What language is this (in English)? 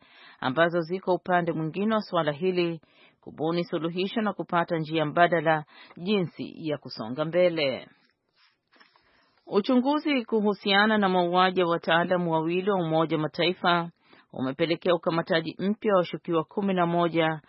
Swahili